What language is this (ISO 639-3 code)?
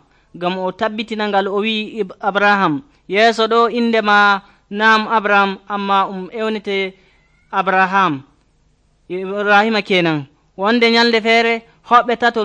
fuv